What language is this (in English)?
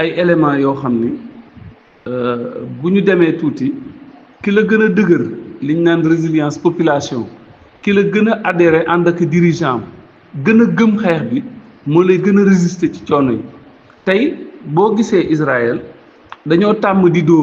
Wolof